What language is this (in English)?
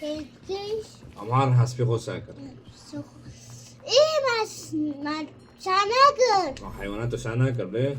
Kurdish